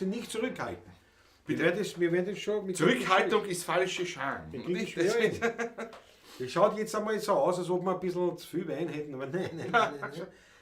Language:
Bavarian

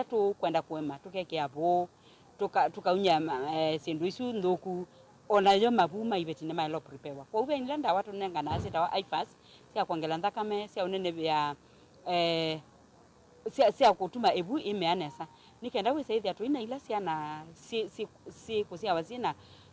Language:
Kamba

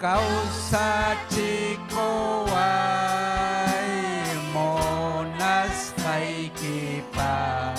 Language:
Ayacucho Quechua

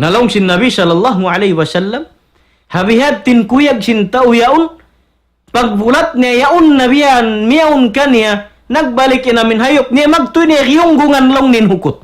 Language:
Tausug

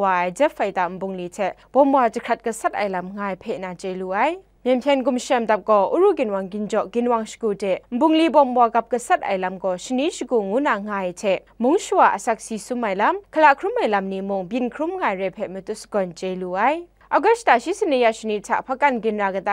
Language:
Kachin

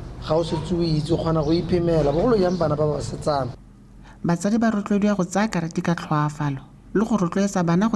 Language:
Tswana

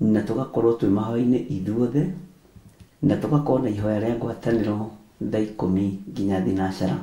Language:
Kikuyu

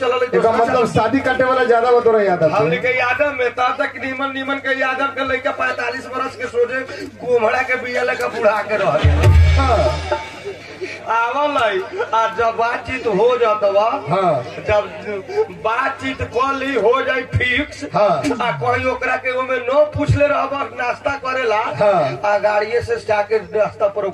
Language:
Bhojpuri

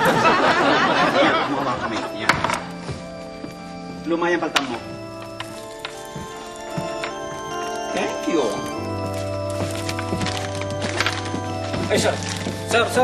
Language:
Filipino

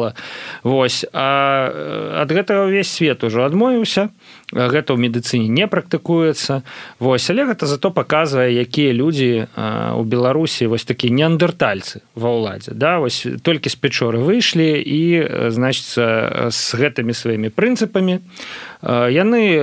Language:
Belarusian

